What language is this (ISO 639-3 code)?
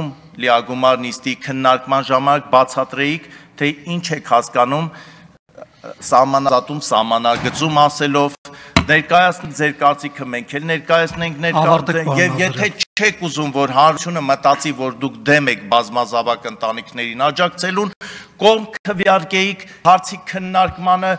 hye